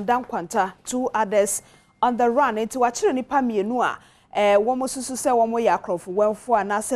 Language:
Akan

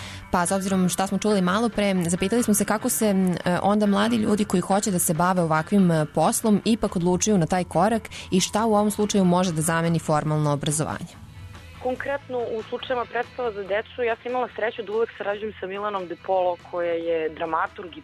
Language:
Serbian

